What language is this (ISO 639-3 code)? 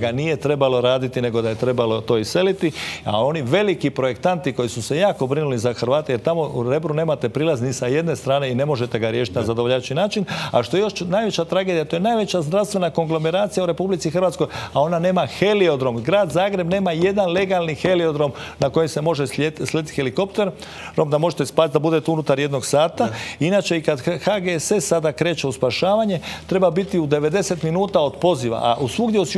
hrv